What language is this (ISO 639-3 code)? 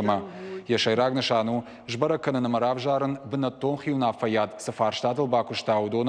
oss